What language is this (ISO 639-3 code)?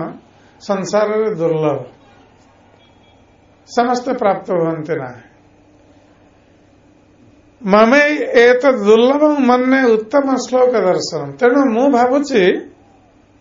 ori